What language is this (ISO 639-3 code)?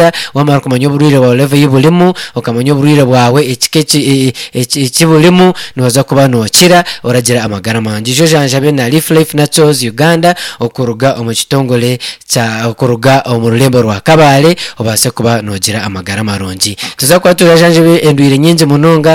nyn